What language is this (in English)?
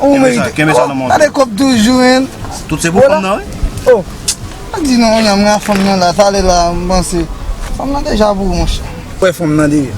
Haitian Creole